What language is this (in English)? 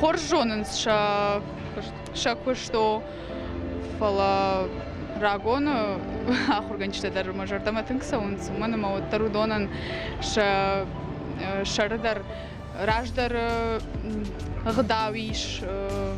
Ossetic